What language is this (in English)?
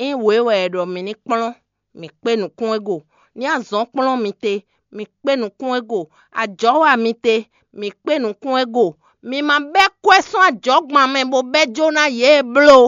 Fon